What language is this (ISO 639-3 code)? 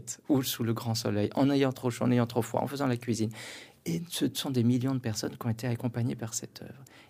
fra